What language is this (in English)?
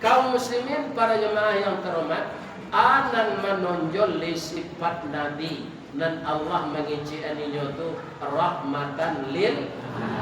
Minangkabau